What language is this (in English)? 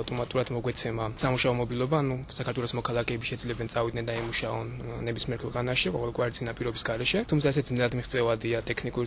Georgian